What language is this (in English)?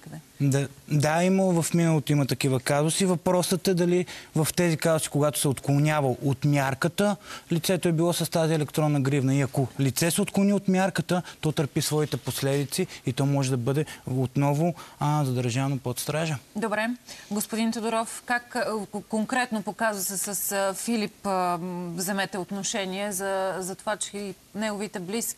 Bulgarian